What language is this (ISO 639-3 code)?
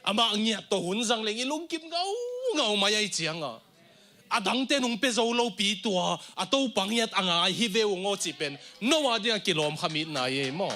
ctd